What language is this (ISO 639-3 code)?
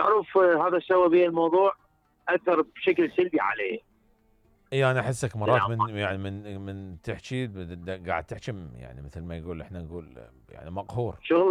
acm